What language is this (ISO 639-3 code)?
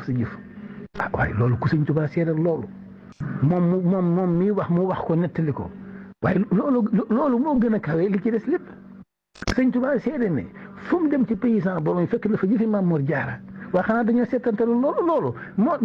wol